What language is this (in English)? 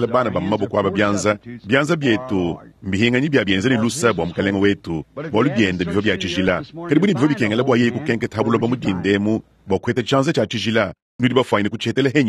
Luba-Lulua